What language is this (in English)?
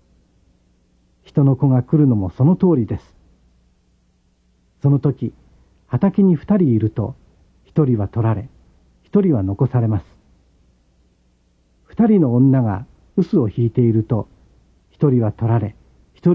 Japanese